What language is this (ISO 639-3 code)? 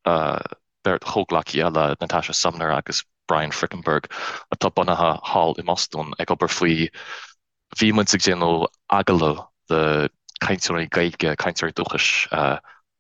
gle